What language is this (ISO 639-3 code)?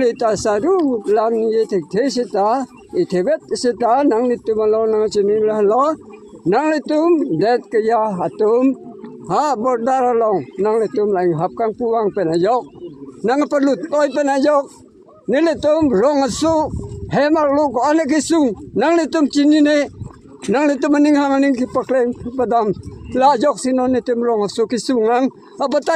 mjw